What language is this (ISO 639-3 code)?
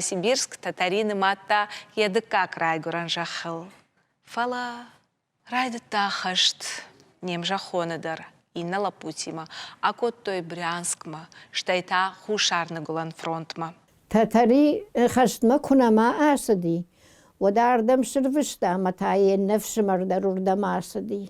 oss